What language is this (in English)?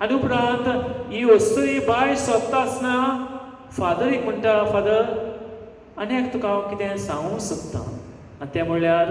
Konkani